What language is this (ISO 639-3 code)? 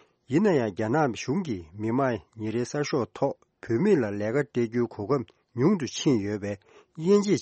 bod